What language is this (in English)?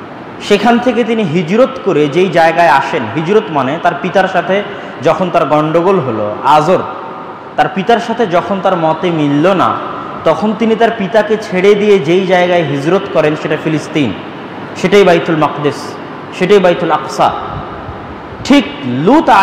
Bangla